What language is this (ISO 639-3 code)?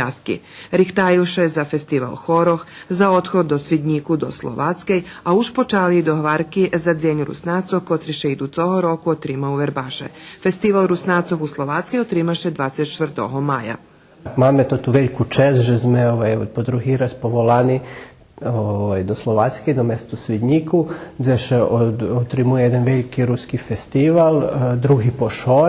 rue